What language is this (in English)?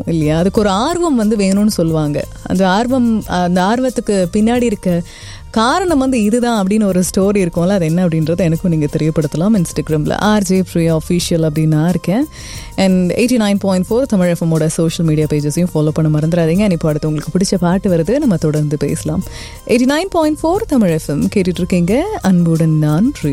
Tamil